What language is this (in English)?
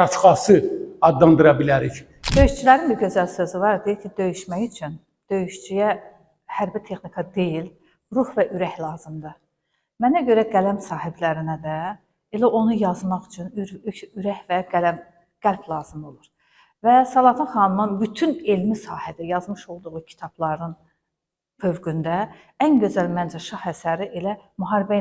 Azerbaijani